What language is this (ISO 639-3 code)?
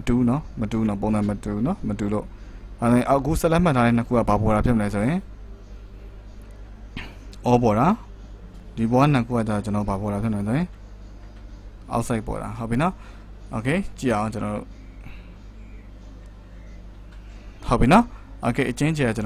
mya